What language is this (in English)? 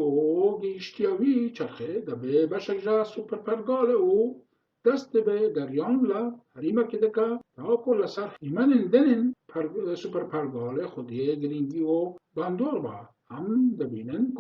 Kurdish